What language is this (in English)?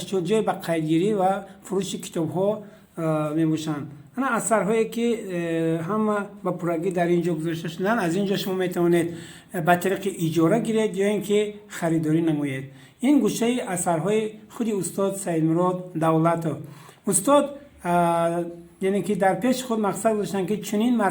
Tajik